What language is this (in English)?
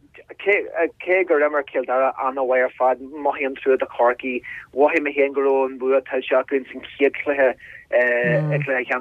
Irish